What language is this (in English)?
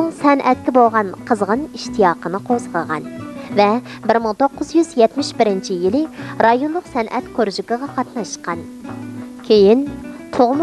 Uyghur